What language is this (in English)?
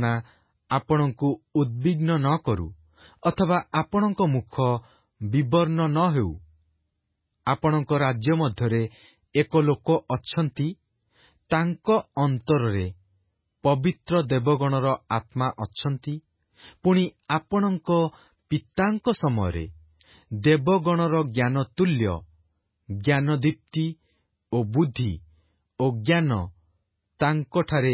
Odia